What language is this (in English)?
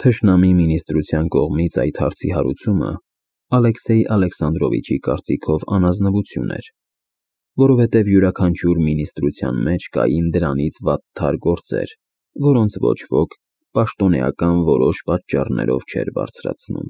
Armenian